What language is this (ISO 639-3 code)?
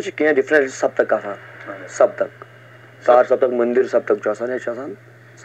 kas